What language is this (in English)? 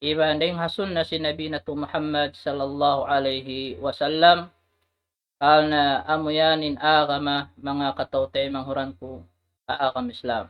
Tausug